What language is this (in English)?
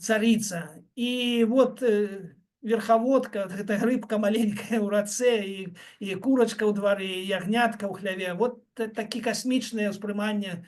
Belarusian